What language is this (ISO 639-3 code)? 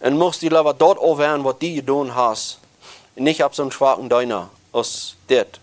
pdt